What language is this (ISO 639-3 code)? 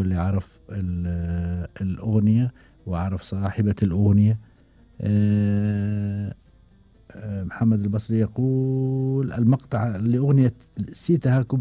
afb